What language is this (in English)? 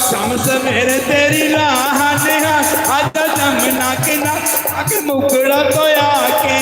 Dogri